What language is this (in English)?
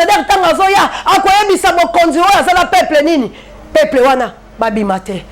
Lingala